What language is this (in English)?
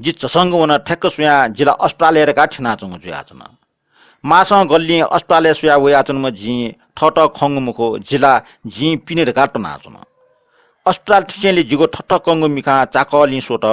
Newari